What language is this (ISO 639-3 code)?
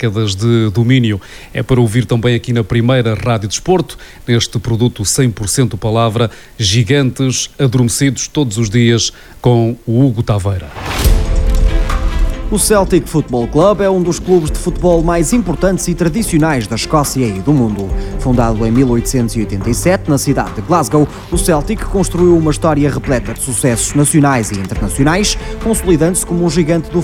por